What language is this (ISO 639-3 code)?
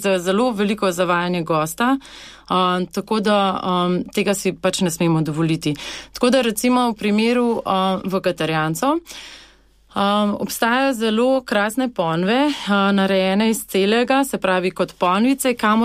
slv